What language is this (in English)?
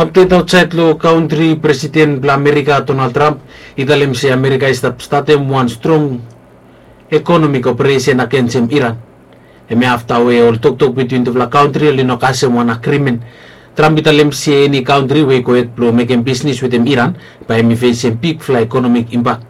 Bislama